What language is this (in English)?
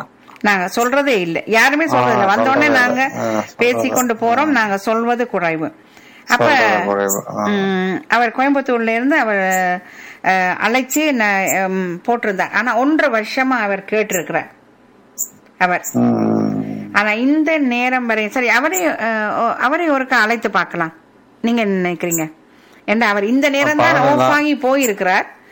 Tamil